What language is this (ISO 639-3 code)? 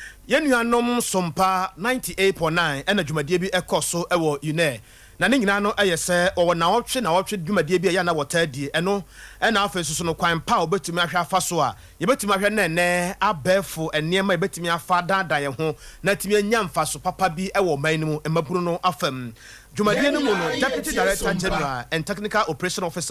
aka